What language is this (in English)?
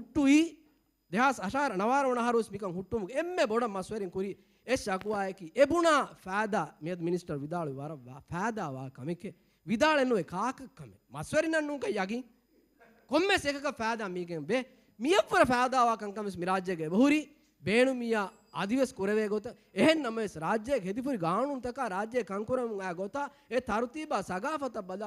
Divehi